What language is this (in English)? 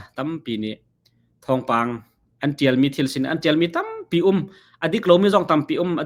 Hakha Chin